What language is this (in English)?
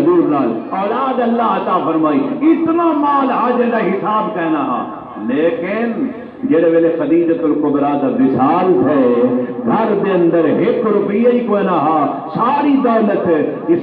Saraiki